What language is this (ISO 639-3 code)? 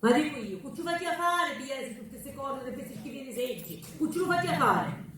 scn